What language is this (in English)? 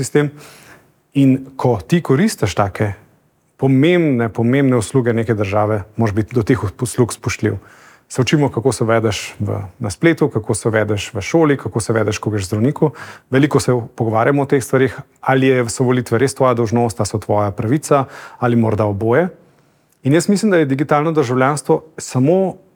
Slovenian